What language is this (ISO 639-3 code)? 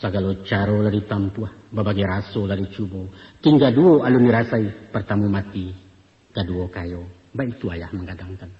min